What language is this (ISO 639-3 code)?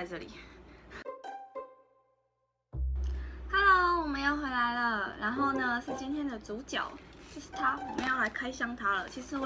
zho